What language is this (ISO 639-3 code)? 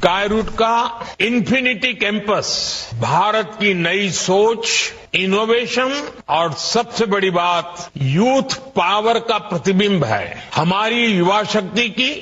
gju